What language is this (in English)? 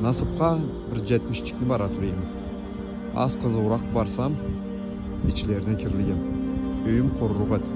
Karachay-Balkar